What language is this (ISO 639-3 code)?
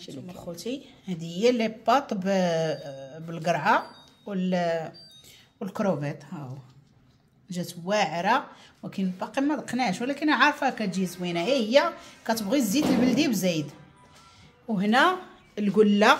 ary